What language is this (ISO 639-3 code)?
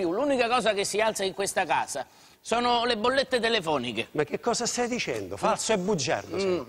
ita